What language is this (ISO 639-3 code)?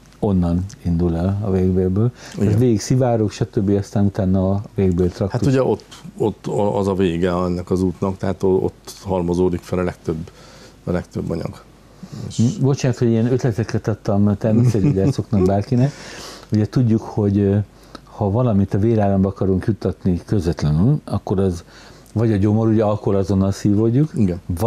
hun